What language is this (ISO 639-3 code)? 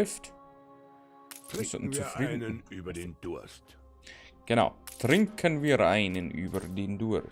bar